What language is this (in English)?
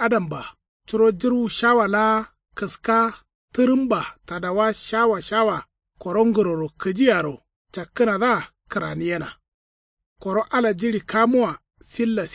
Kanuri